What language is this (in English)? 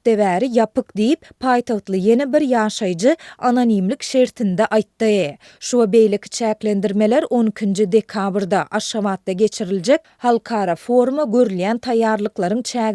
Turkmen